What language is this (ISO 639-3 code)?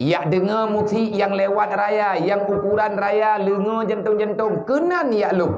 ace